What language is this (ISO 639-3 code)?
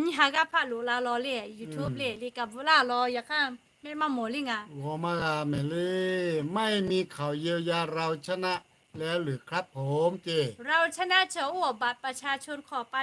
lhu